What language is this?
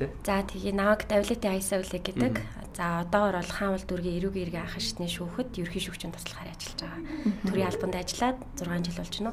Mongolian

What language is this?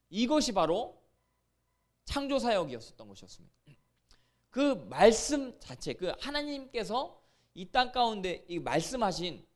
Korean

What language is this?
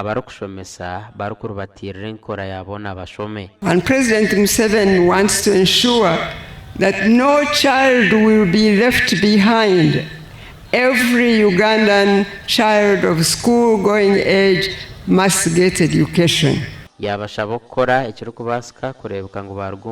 Nyankole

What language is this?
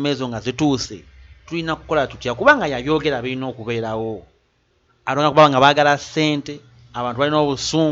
Ganda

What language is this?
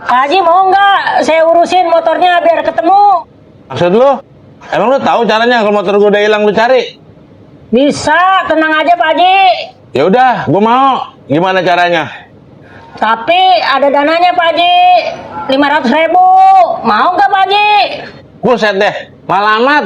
Betawi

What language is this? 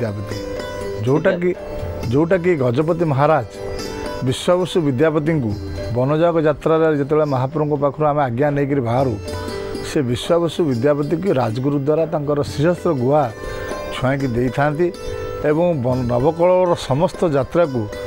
Odia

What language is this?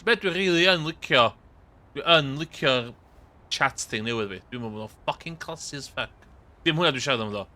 Welsh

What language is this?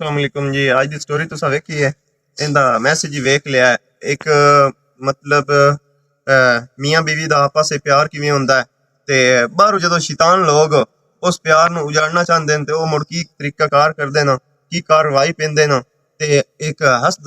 Western Panjabi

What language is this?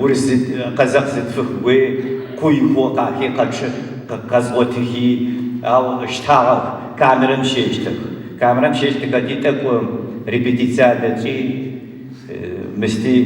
Adyghe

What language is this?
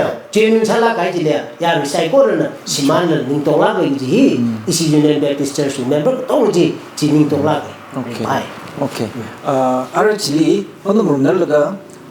Tangkhul Naga (India)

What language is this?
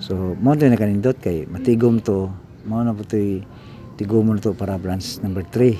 Cebuano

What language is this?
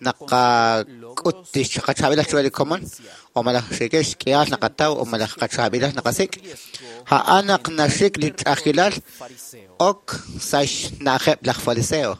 Kekchí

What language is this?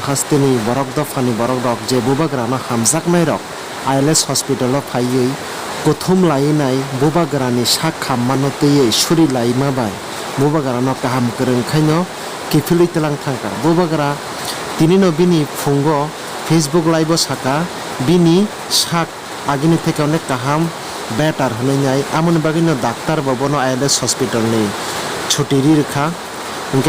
Kok Borok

